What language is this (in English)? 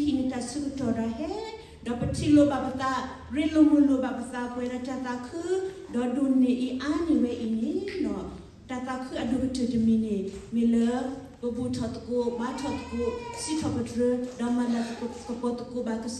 S'gaw Karen